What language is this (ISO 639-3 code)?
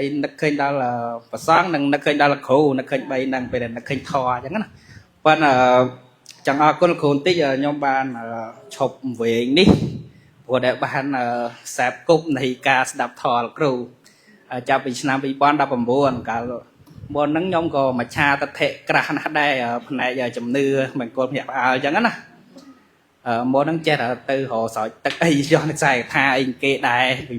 khm